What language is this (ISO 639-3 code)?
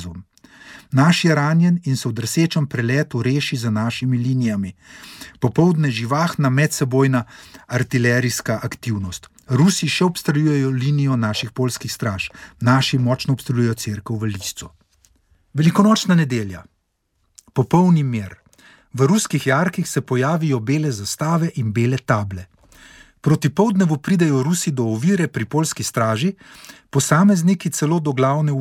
slv